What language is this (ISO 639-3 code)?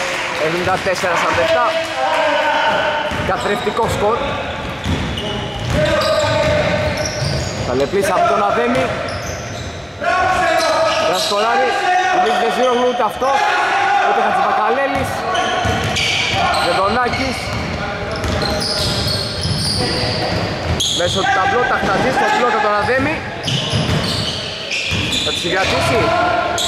ell